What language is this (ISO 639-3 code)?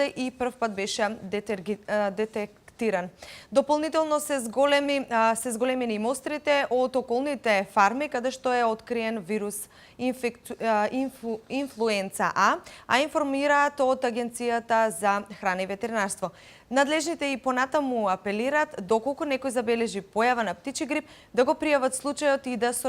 mkd